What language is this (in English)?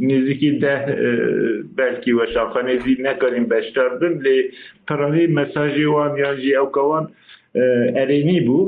Kurdish